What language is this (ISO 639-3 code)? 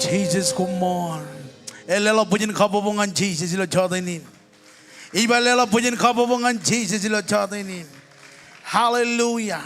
mah